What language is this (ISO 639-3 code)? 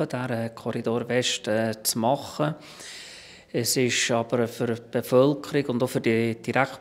gsw